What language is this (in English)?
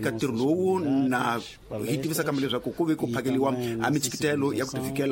Tsonga